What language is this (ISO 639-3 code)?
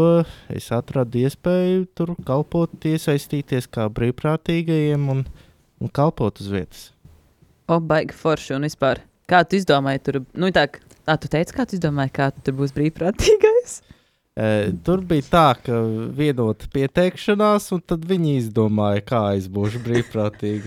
lav